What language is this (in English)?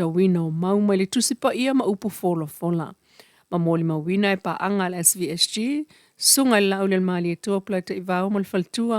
Samoan